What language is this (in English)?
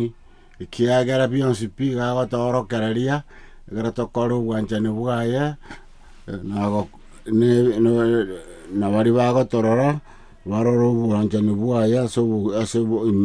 Gusii